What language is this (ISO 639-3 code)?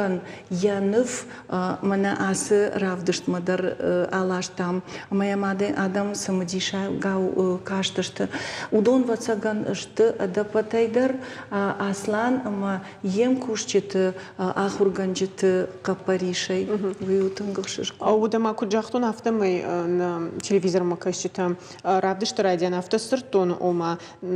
oss